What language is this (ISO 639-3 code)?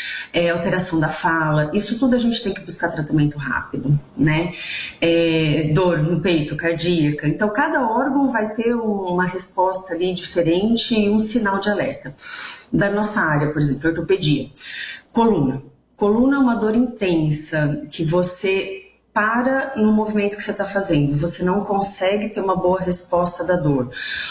por